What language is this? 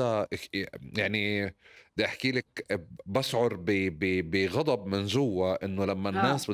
North Levantine Arabic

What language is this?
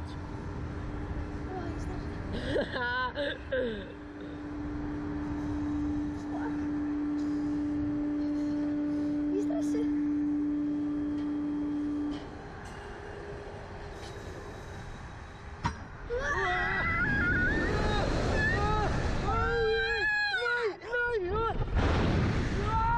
Icelandic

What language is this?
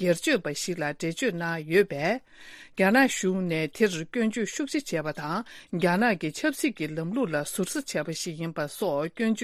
Tibetan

